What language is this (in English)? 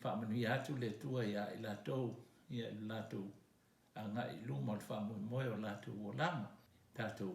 Samoan